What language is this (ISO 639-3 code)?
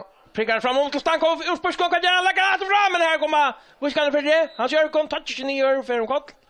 fao